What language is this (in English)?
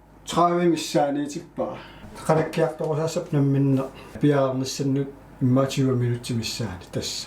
Kalaallisut